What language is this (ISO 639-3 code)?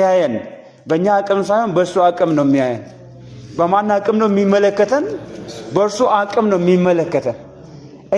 amh